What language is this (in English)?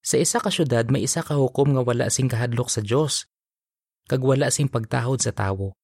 Hiligaynon